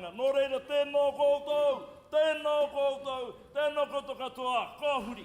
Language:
Māori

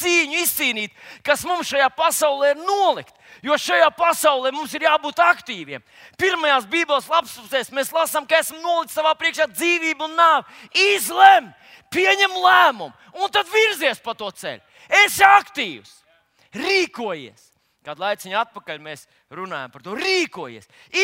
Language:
Latvian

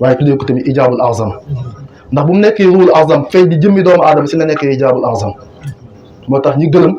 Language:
Wolof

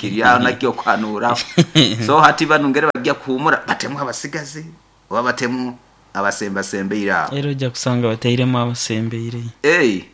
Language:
Nyoro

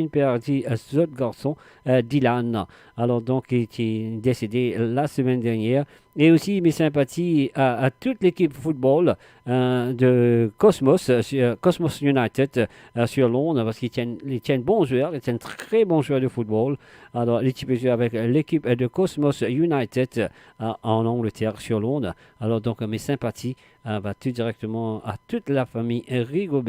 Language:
Morisyen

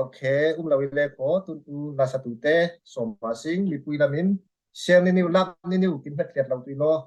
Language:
Falam Chin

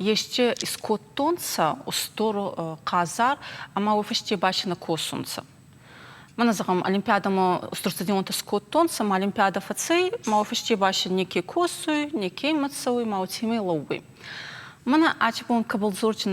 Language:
Ossetic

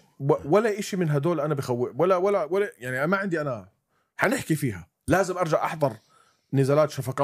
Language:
North Levantine Arabic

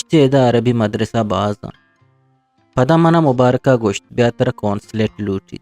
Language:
Eastern Balochi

